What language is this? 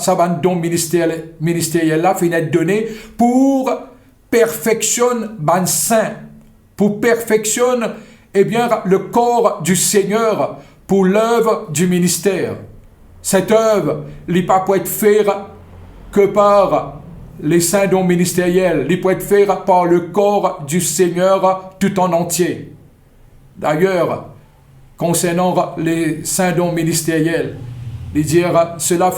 Morisyen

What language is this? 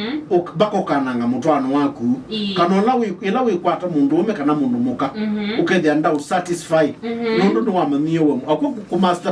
Kamba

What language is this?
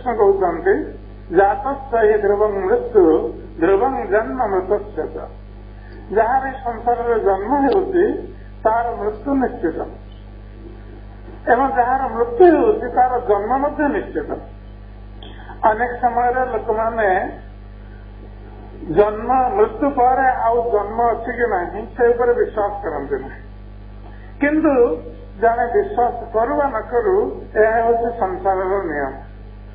Odia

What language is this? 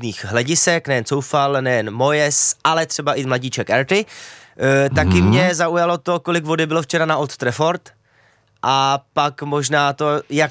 Czech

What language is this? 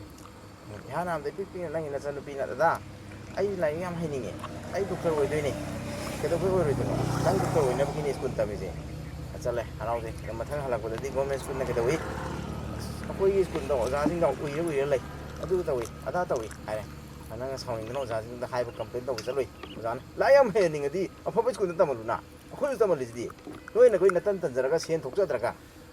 Manipuri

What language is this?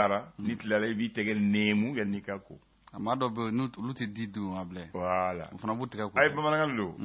Bambara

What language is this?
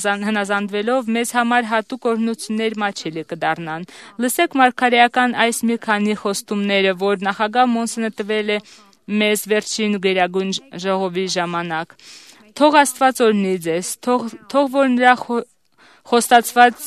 Armenian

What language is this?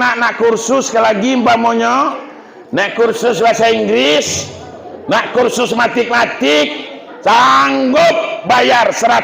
Minangkabau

